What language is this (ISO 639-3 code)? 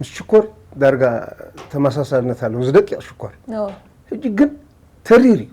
tir